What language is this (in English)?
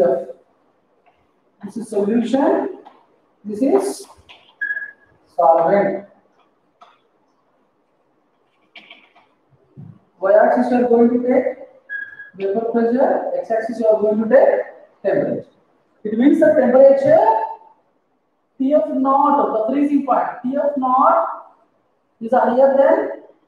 English